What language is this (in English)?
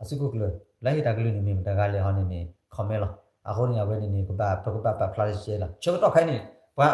S'gaw Karen